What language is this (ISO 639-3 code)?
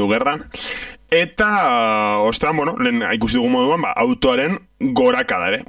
eus